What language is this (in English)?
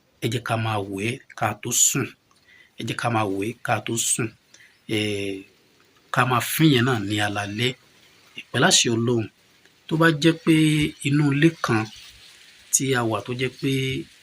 Yoruba